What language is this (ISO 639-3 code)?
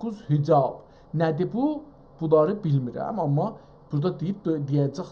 azb